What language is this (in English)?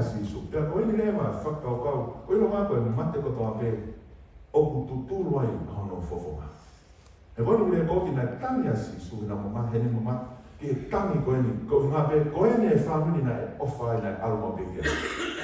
Tongan